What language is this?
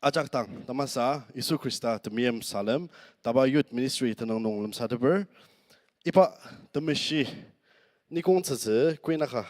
Ao Naga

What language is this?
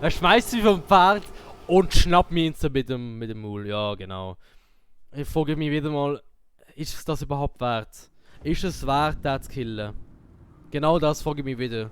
Swiss German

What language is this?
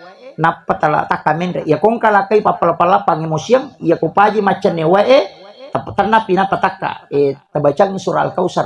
Buginese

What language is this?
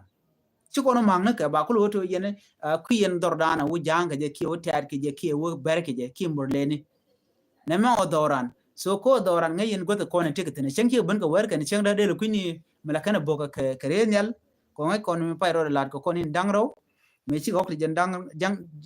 Nuer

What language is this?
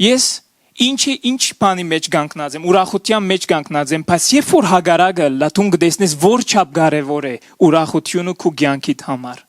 Western Armenian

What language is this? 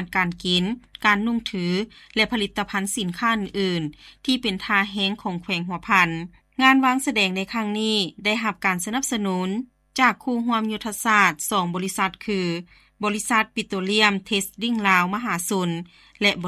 Lao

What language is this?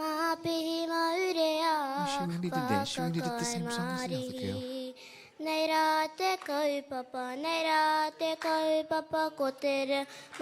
Māori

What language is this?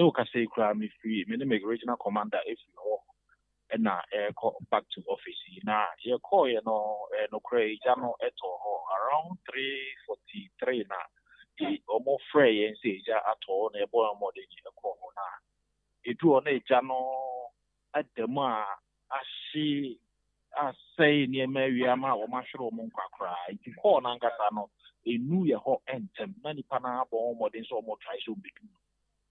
Akan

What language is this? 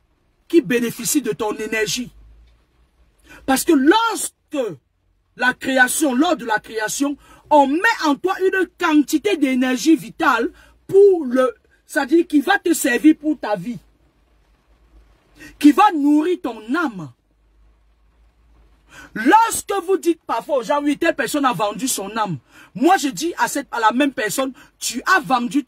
French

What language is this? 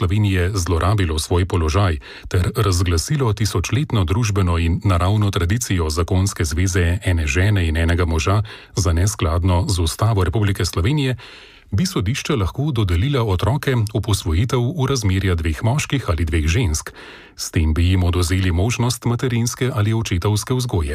Slovenian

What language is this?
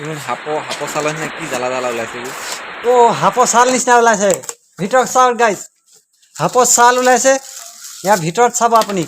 Assamese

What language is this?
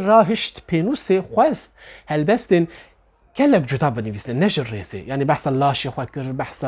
Kurdish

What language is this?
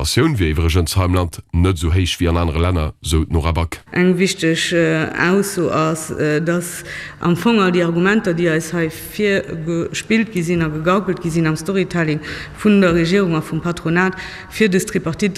Luxembourgish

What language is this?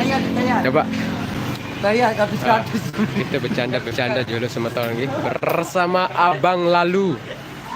Sasak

